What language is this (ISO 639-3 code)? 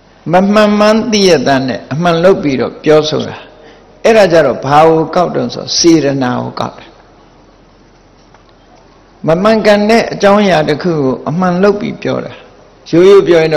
mya